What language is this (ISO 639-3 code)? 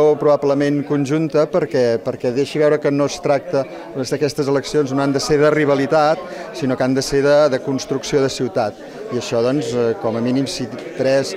cat